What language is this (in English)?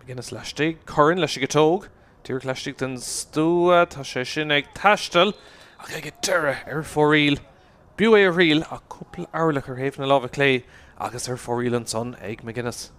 Irish